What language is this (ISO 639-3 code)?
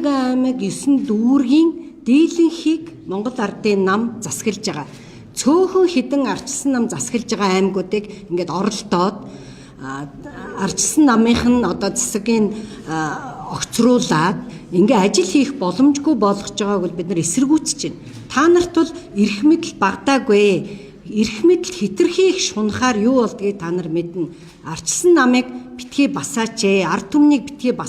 mon